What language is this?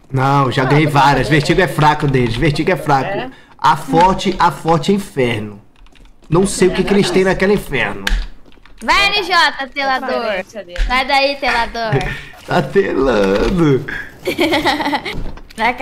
Portuguese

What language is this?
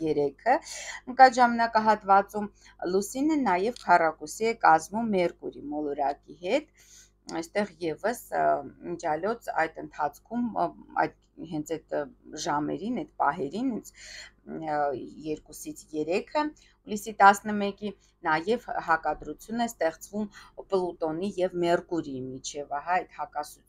Armenian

